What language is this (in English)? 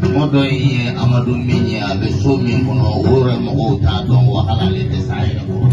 Bambara